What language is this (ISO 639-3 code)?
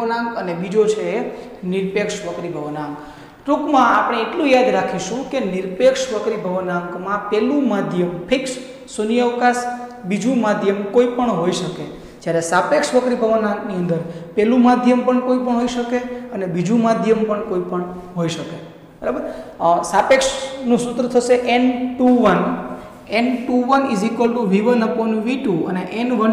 guj